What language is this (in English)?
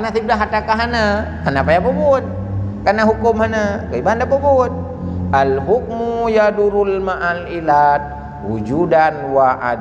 Achinese